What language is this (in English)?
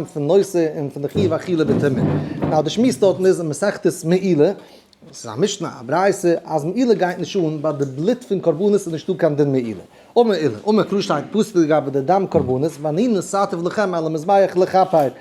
Yiddish